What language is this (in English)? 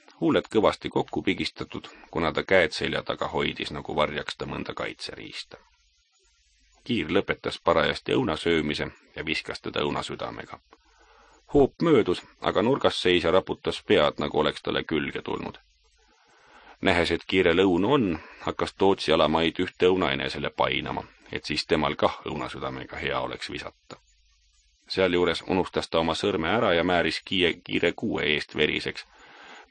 Estonian